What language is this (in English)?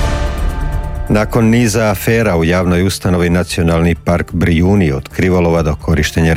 Croatian